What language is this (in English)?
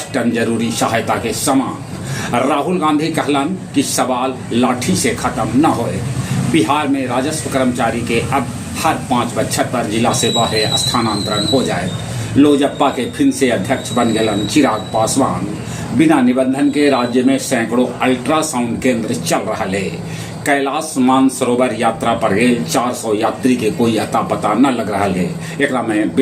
Magahi